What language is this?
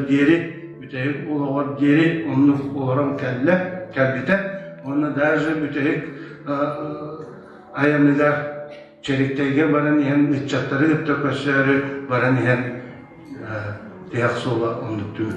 Yakut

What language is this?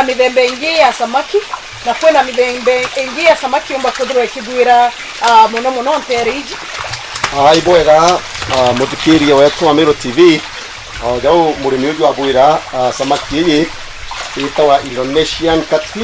Meru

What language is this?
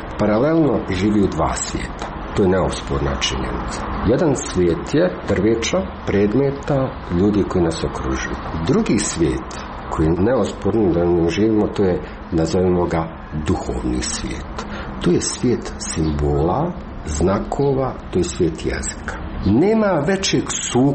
Croatian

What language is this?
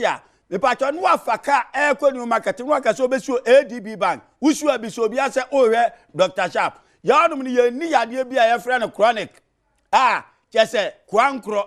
Akan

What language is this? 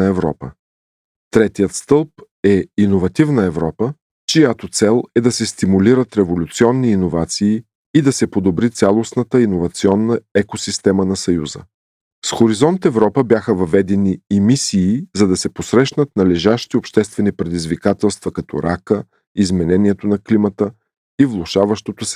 Bulgarian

